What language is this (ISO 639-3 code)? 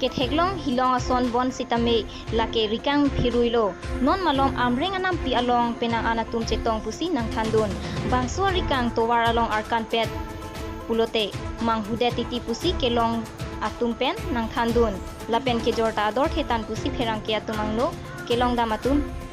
mjw